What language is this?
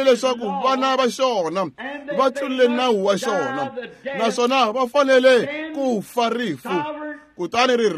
Tsonga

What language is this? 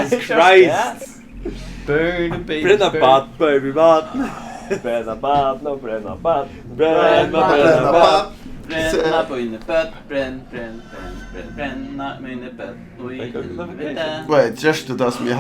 Faroese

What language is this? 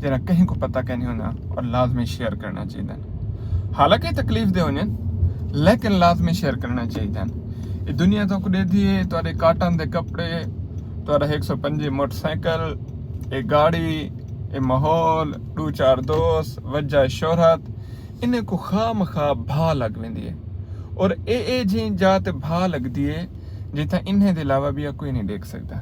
Saraiki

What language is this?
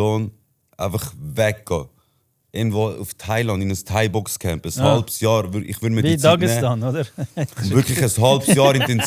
Swiss German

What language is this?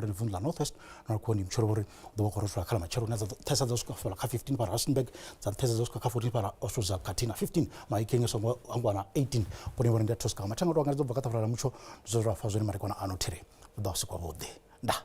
Venda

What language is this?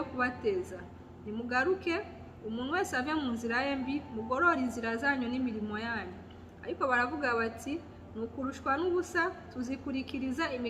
Kinyarwanda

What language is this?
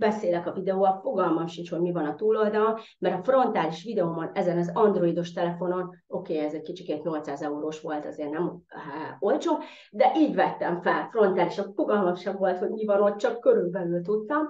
Hungarian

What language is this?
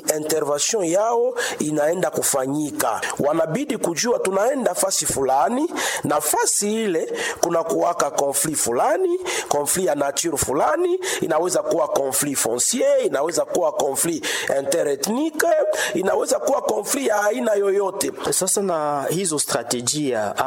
Swahili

